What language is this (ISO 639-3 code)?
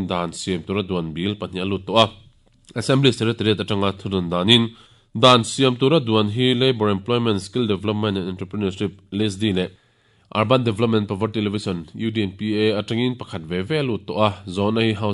lus